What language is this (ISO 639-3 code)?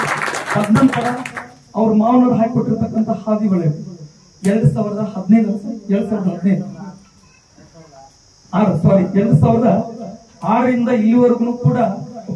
kan